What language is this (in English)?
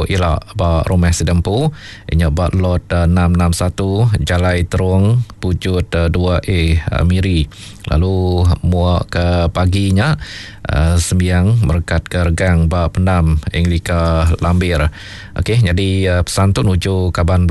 Iban